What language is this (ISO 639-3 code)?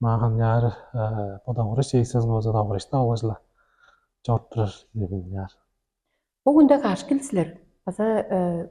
tyv